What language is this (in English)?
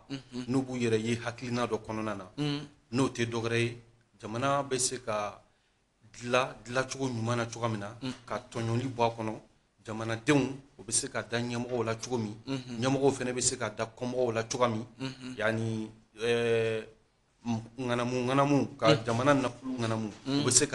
Bambara